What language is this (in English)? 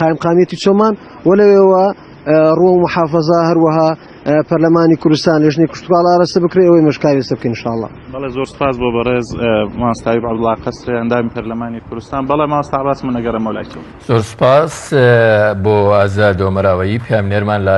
Central Kurdish